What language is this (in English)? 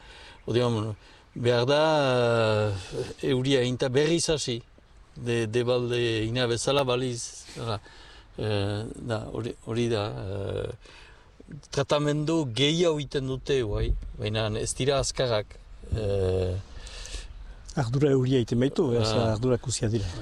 Basque